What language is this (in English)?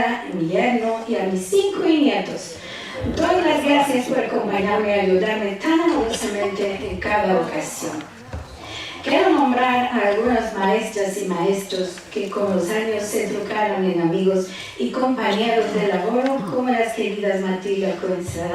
Ladino